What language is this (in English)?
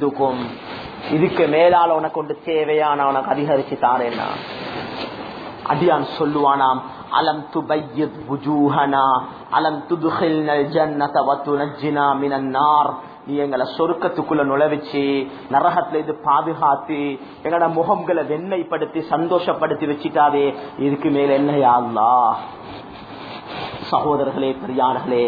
Tamil